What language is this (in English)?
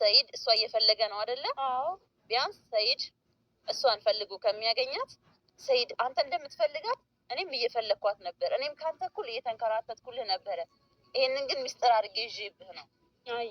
Amharic